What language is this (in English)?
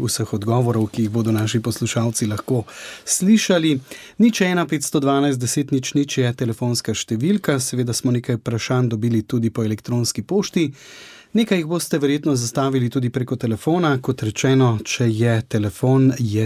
Slovenian